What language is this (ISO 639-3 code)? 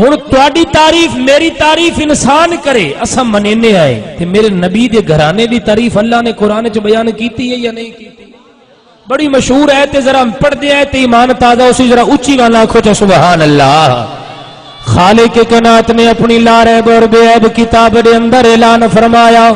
skr